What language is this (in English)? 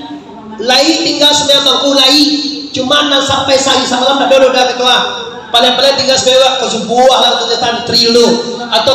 Minangkabau